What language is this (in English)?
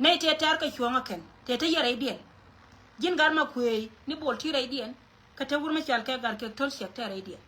Nuer